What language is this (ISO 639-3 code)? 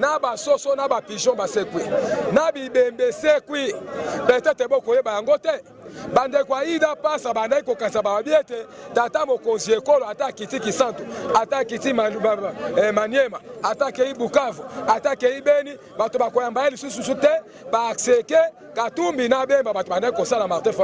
lin